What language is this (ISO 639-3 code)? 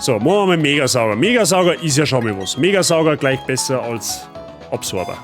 bar